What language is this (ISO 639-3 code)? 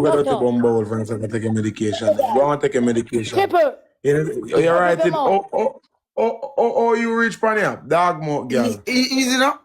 jam